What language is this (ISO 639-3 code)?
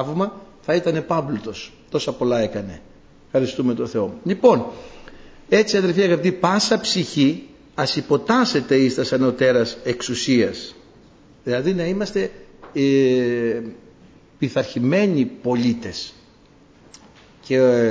ell